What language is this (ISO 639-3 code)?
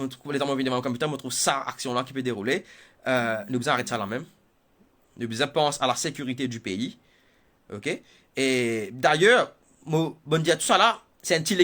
mfe